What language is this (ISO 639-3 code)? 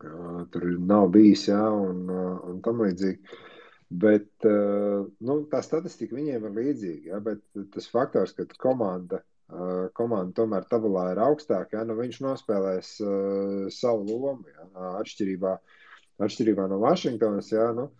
lav